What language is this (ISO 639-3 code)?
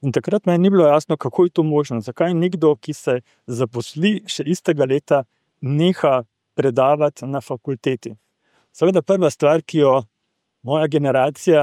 slv